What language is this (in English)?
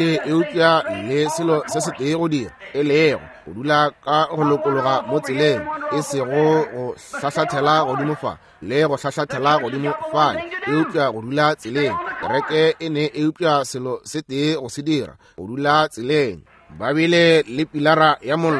Northern Sotho